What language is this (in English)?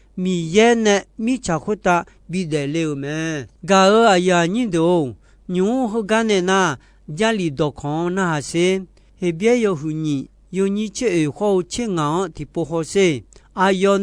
Akha